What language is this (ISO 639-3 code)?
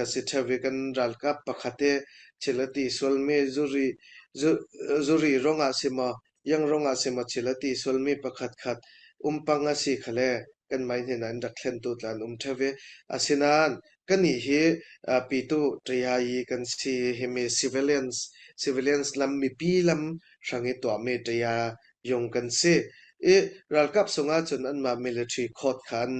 cfm